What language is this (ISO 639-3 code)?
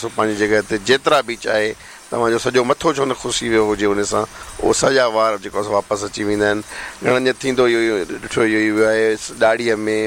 snd